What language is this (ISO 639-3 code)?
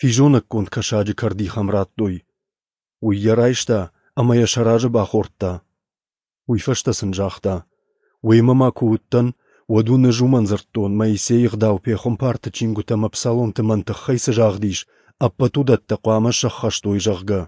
oss